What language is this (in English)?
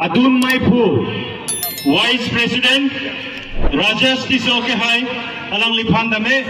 Karbi